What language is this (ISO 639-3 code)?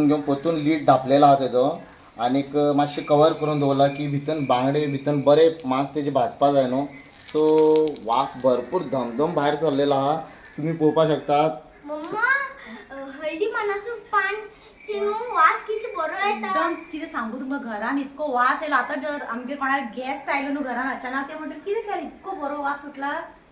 kok